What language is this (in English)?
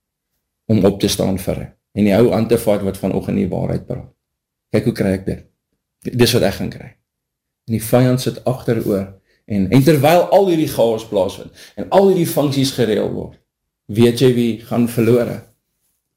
Afrikaans